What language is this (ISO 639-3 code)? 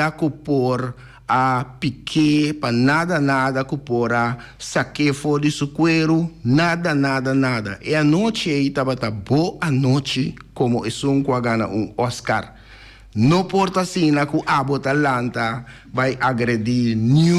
pap